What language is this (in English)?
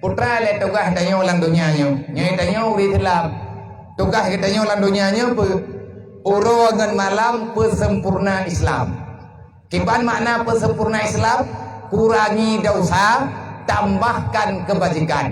Achinese